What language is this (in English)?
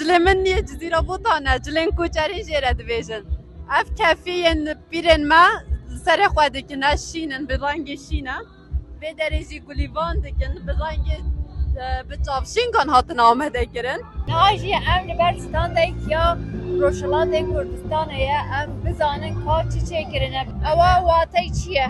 Kurdish